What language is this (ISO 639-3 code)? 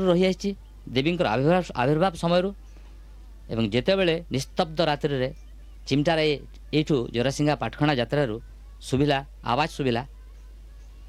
ori